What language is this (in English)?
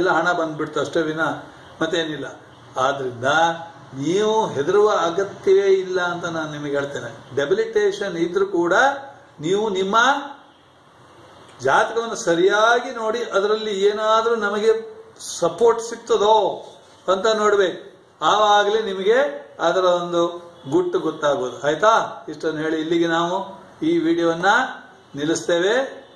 Kannada